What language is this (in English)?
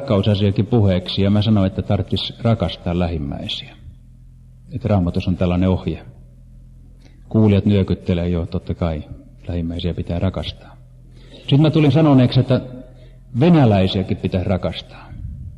Finnish